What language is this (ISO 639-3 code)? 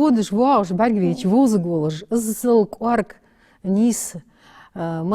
inh